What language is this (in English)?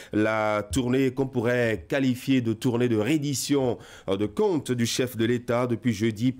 French